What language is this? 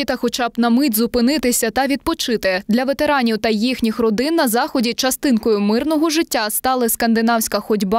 Ukrainian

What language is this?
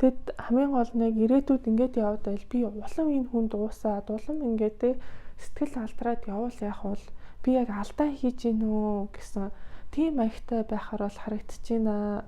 Mongolian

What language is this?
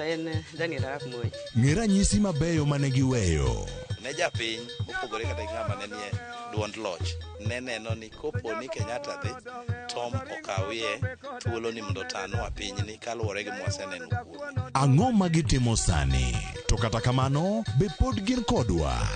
Luo (Kenya and Tanzania)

